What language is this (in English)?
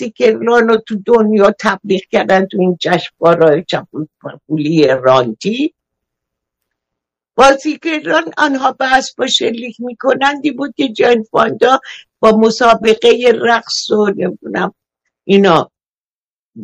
Persian